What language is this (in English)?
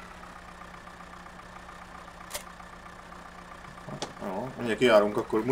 Hungarian